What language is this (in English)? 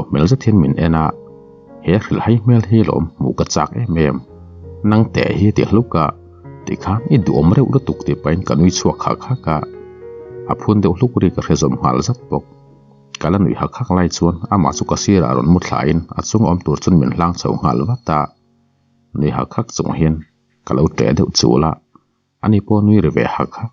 Mizo